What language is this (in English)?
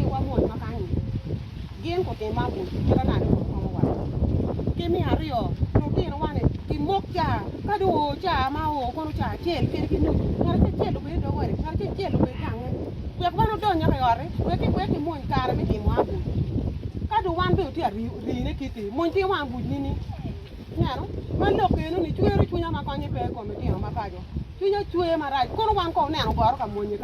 Acoli